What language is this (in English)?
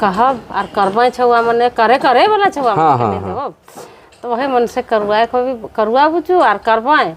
Sadri